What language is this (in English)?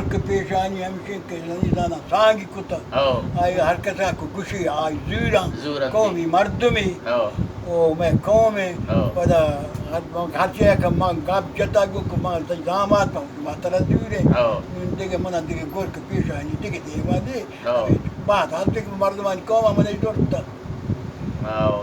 Baluchi